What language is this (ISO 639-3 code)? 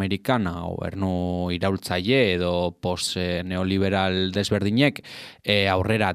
eus